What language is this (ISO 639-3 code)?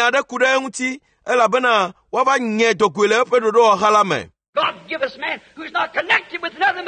ewe